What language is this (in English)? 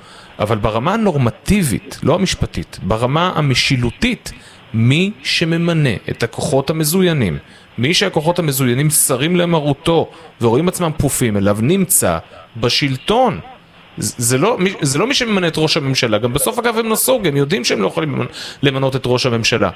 Hebrew